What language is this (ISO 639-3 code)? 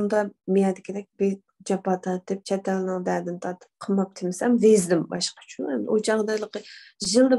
uig